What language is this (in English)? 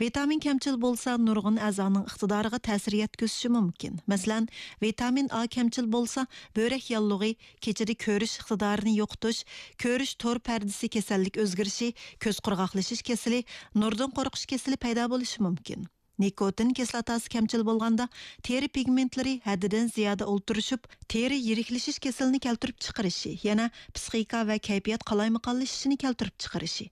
Uyghur